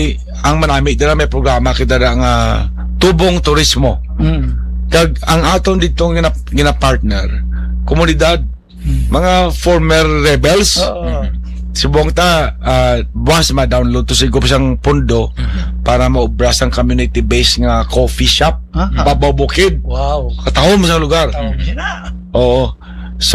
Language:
Hiligaynon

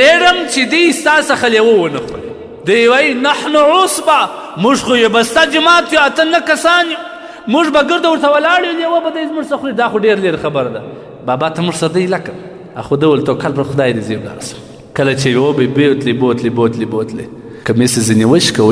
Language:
Pashto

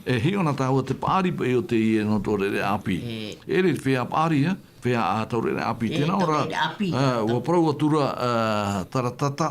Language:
Tahitian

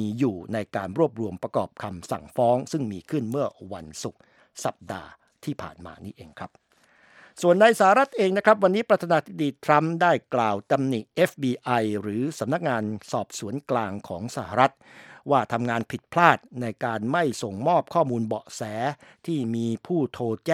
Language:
Thai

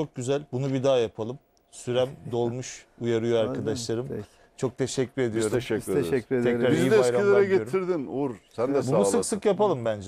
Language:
Turkish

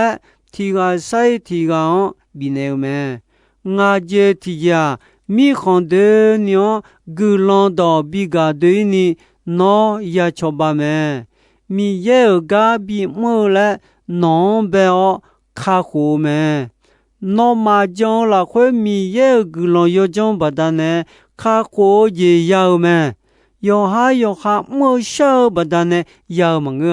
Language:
Akha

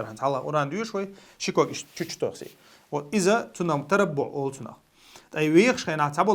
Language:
Chechen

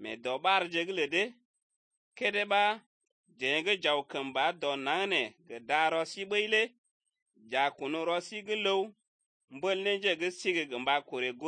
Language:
Slovenian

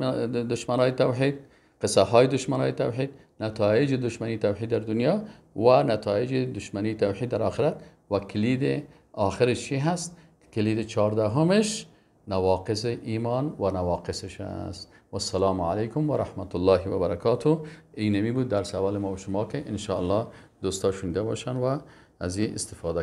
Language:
Persian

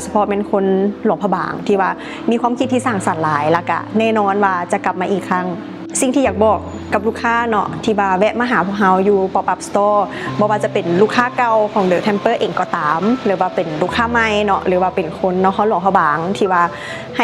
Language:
Lao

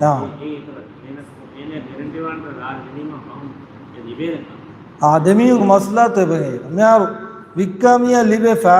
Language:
Divehi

